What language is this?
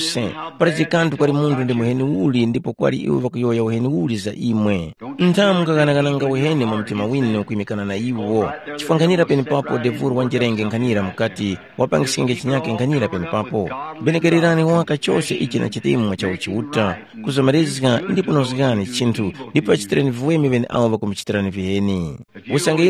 Tumbuka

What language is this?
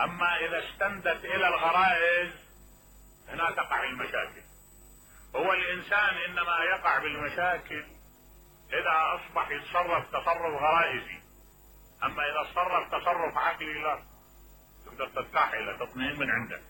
Mesopotamian Arabic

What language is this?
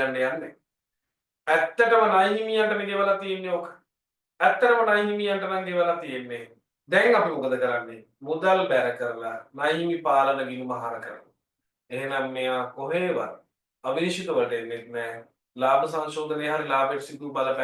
Sinhala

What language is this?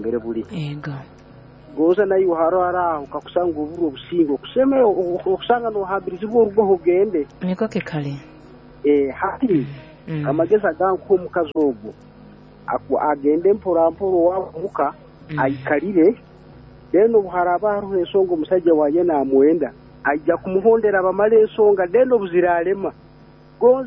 Nyoro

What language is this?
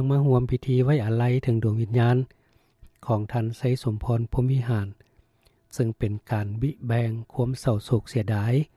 Lao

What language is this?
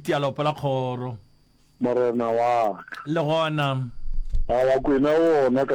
Northern Sotho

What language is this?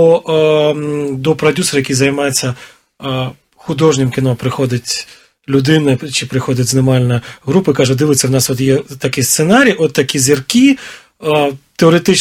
Ukrainian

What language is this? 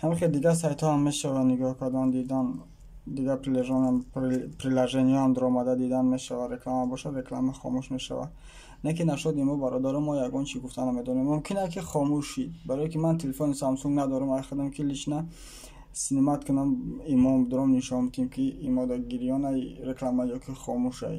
Tajik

